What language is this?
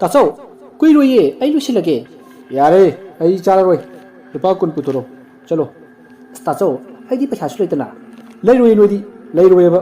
Manipuri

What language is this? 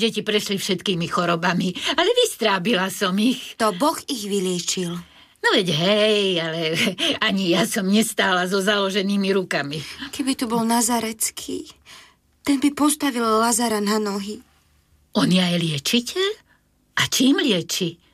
Slovak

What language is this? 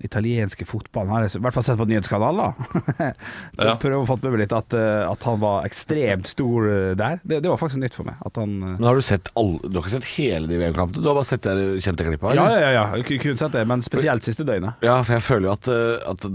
Norwegian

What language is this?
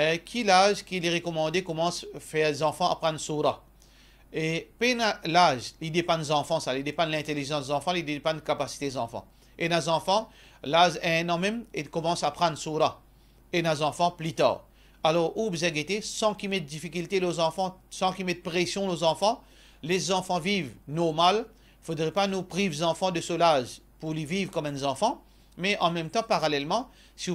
Morisyen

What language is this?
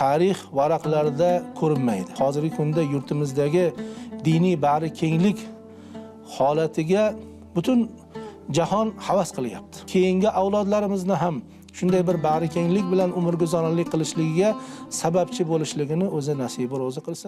Uzbek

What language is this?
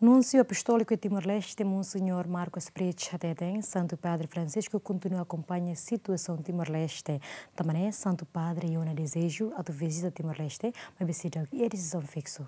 Tetum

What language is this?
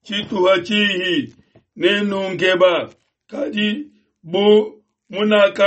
Luba-Lulua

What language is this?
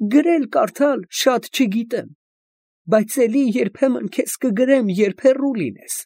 Armenian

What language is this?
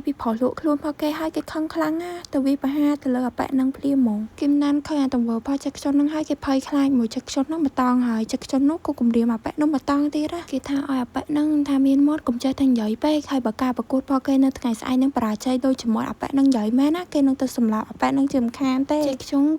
Khmer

